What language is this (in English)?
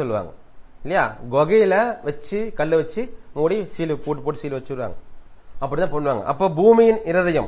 Tamil